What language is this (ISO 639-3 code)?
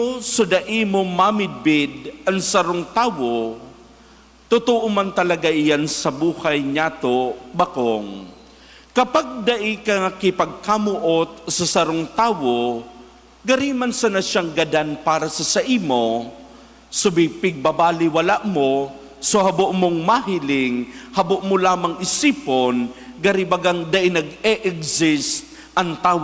bik